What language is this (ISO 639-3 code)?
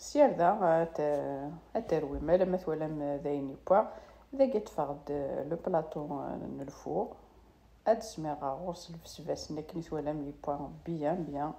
kab